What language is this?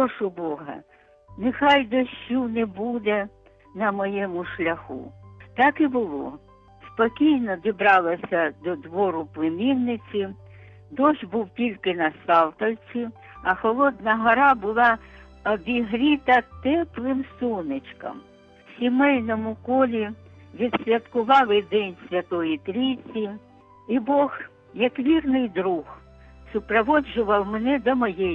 Ukrainian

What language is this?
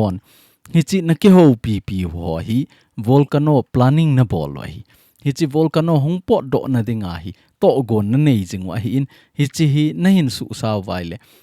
Thado Chin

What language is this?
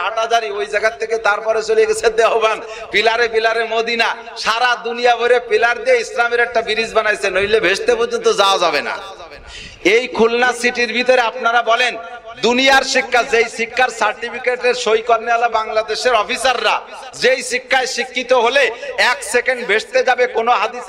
Bangla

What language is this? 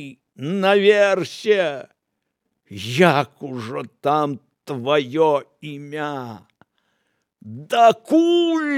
Belarusian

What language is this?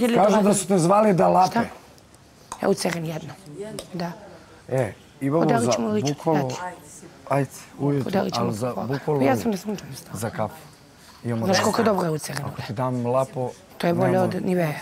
Serbian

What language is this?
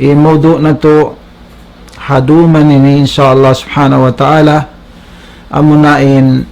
Tausug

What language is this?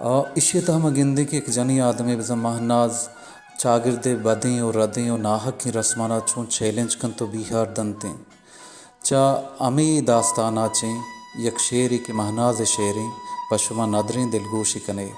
Baluchi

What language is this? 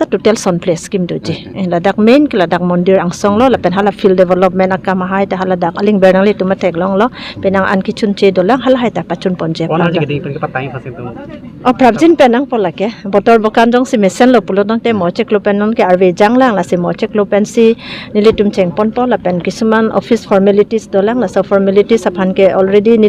Karbi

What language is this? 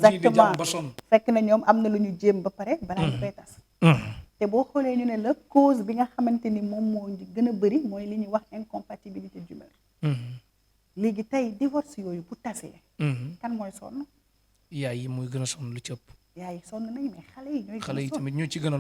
Wolof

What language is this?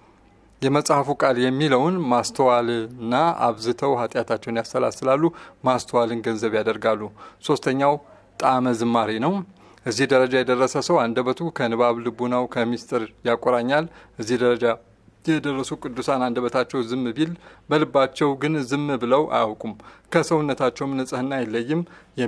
Amharic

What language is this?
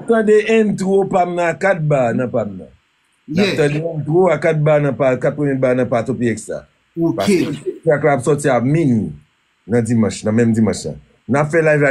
Haitian Creole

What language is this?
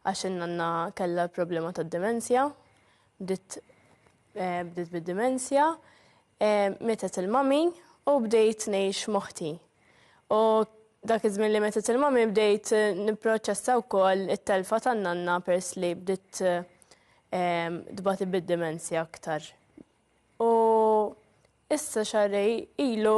Maltese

